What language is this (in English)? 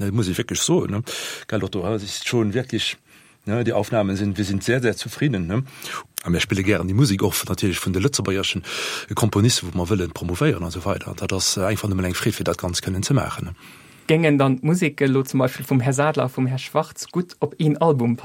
Luxembourgish